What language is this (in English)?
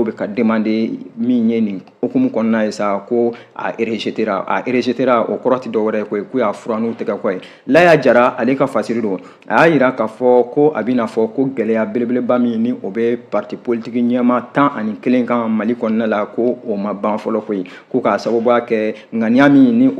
Bambara